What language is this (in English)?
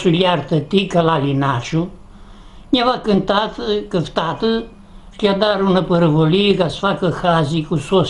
Aromanian